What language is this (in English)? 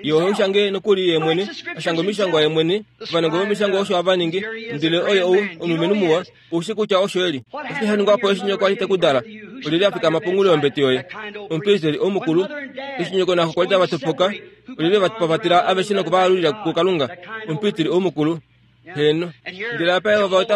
Kuanyama